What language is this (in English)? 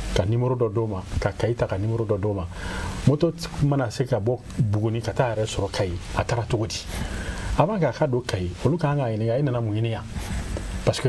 Bambara